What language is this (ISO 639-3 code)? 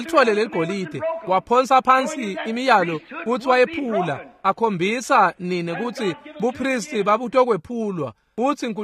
ssw